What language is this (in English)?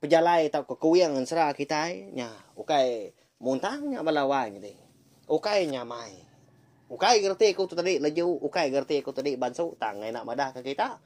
Iban